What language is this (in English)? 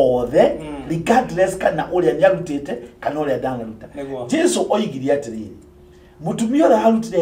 Kikuyu